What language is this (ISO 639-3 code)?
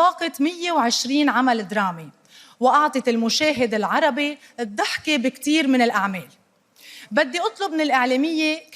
arz